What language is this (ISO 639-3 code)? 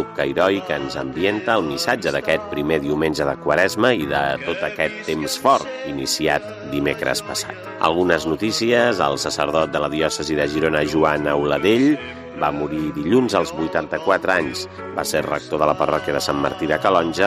cat